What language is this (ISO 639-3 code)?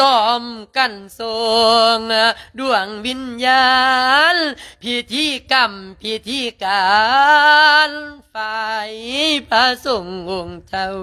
lao